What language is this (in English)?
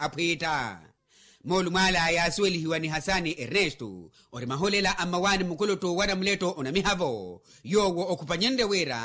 Makhuwa